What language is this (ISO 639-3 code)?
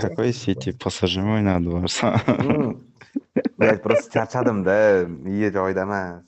kaa